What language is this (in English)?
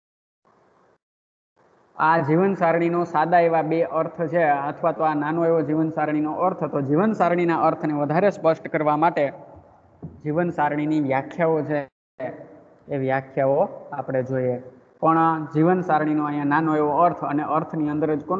Gujarati